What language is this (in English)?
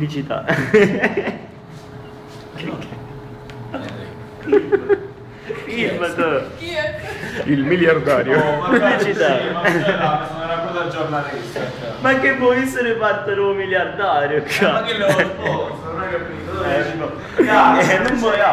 Italian